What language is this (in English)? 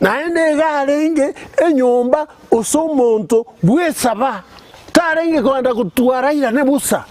Gusii